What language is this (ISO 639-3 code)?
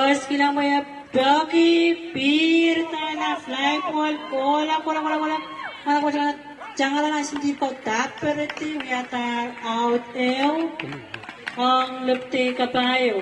pon